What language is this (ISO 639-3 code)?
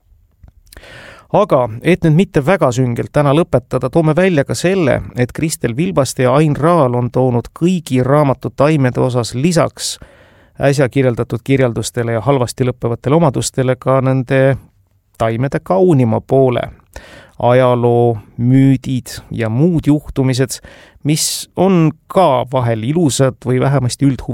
est